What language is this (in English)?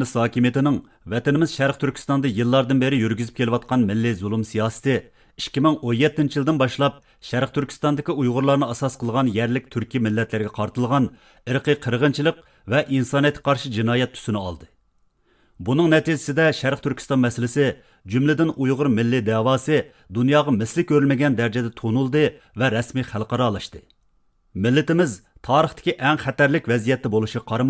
Uyghur